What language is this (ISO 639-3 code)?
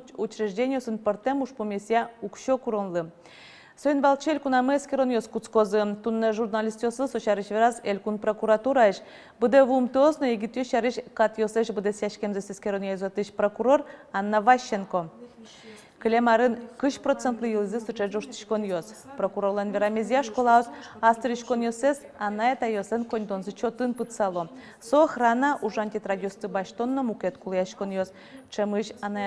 udm